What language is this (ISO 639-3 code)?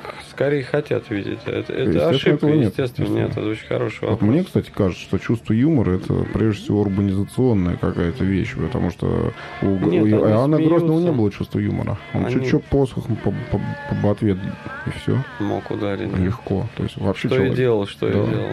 rus